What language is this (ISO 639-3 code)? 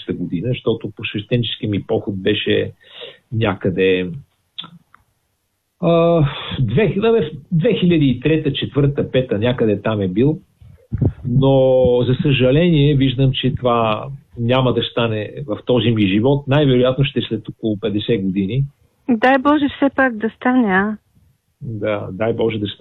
bul